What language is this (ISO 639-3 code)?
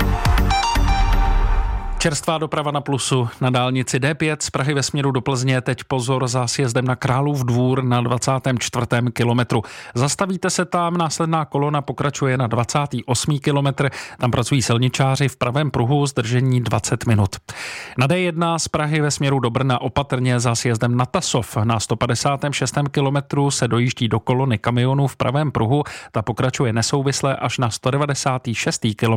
ces